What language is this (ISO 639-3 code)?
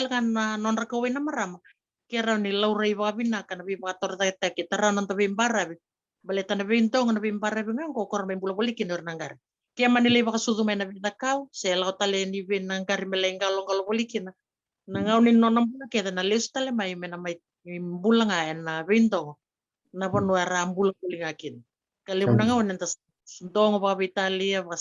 fij